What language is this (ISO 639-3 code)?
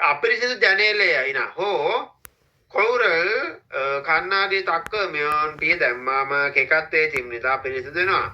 sin